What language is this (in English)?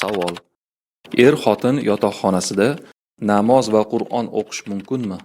Uzbek